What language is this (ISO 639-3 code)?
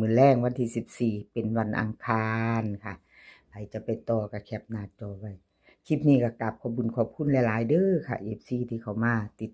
tts